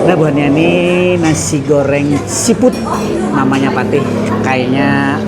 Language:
Banjar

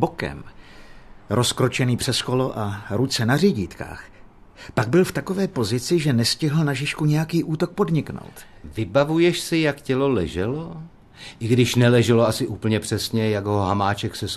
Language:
Czech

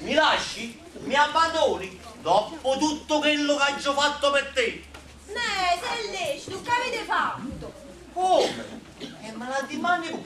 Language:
Neapolitan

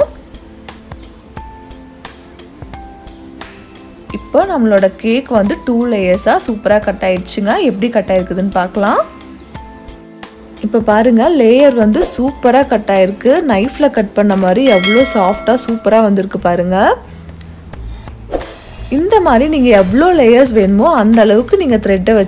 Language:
Tamil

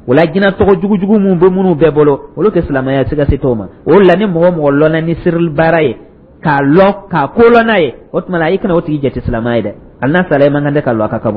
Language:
Dyula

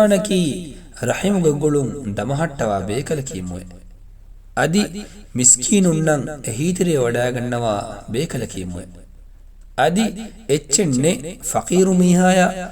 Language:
Divehi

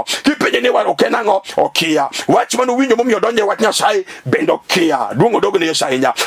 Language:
Luo (Kenya and Tanzania)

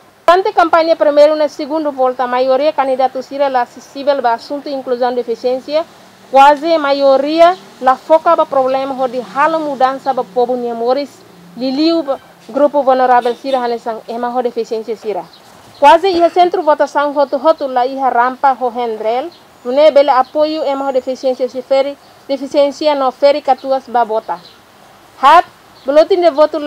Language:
Tetum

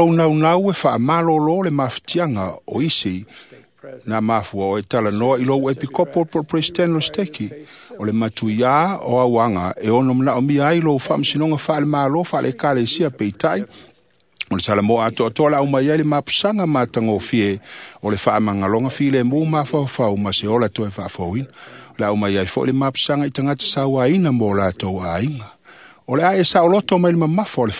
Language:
Samoan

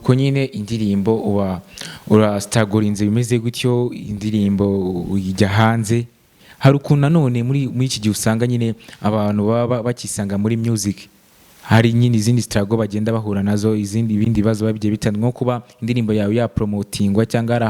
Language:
Kinyarwanda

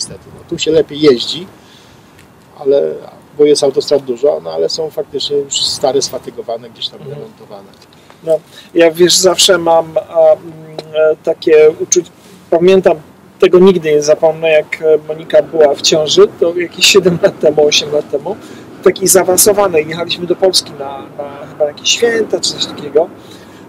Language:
Polish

